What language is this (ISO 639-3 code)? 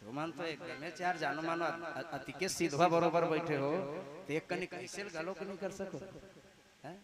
hne